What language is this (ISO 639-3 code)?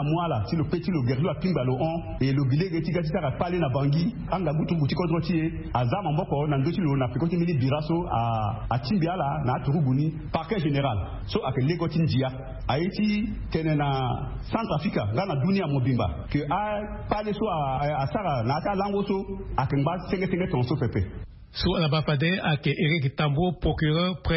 sag